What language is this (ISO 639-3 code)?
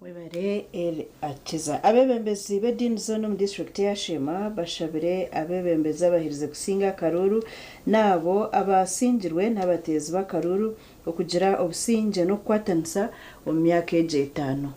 nyn